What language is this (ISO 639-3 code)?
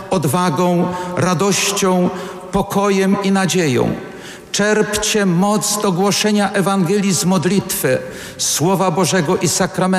pol